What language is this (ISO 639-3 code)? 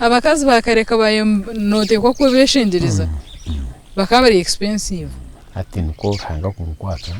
nyn